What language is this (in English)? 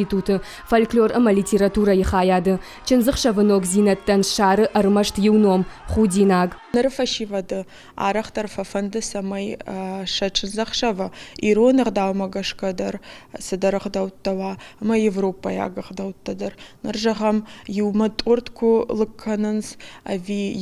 Ossetic